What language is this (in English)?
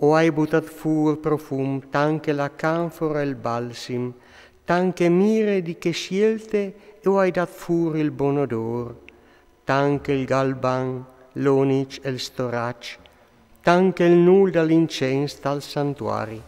Friulian